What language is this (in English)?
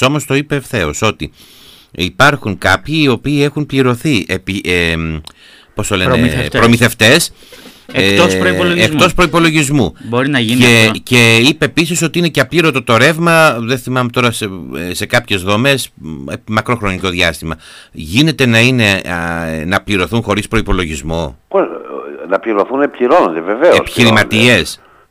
Greek